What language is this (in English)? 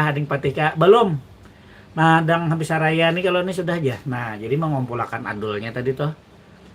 Banjar